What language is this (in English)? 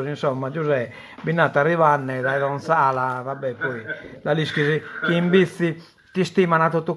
Sardinian